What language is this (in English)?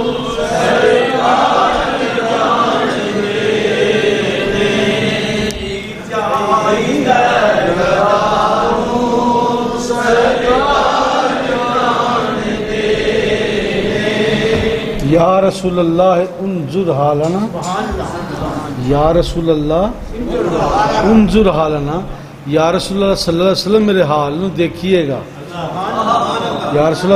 Western Panjabi